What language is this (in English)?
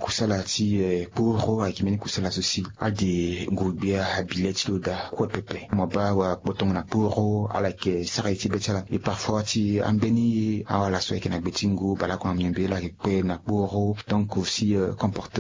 Sango